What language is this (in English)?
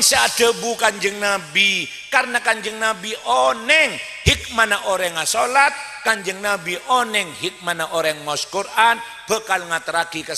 Madurese